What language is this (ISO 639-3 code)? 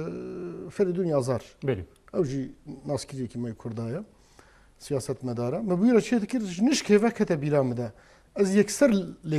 kur